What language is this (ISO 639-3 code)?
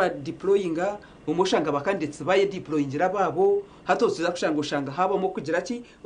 nyn